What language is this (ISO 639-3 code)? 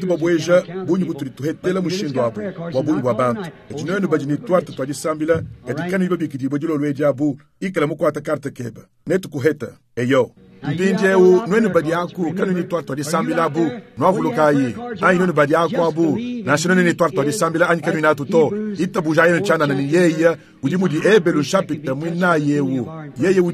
lua